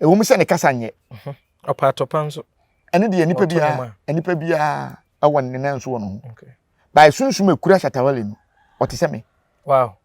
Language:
Akan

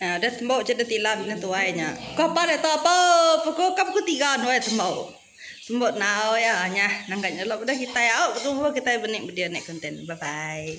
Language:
Iban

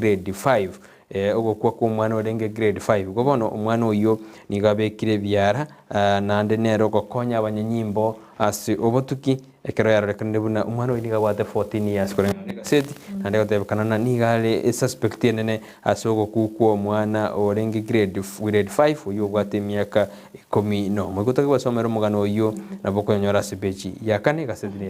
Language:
Gusii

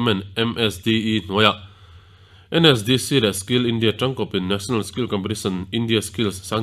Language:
Mizo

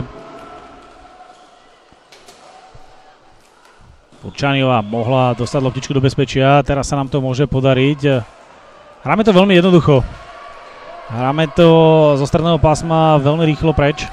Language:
Slovak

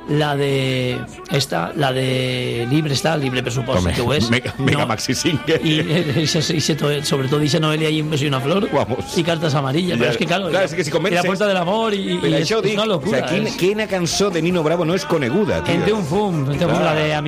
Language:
Catalan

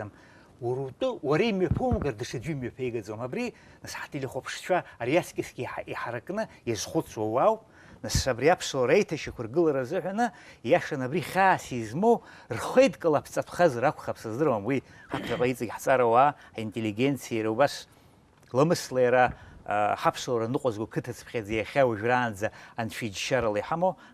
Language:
Abkhazian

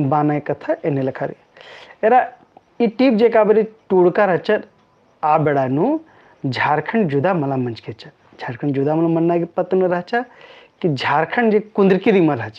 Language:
Kurukh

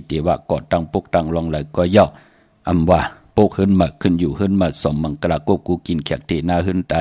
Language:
Shan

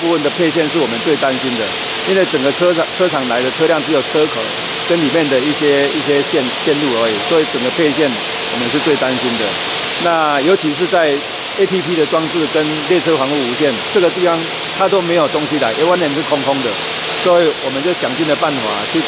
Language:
Chinese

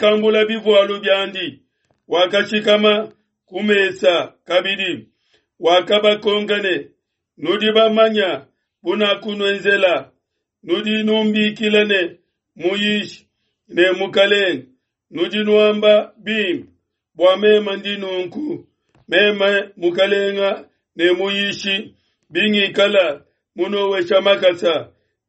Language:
Luba-Lulua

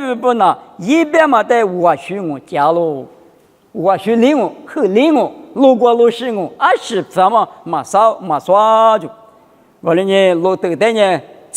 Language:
Lisu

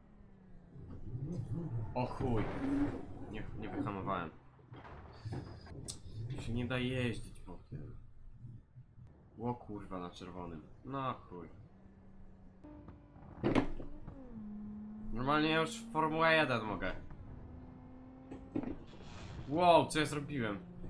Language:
Polish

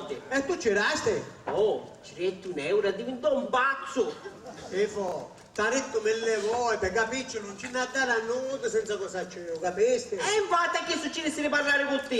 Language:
Sicilian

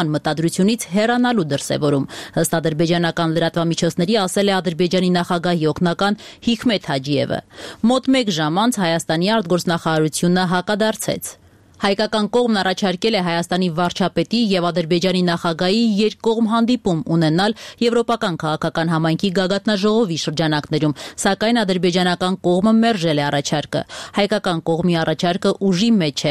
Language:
Armenian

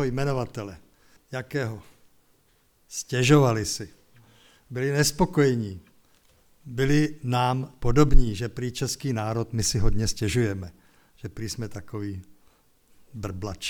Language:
Czech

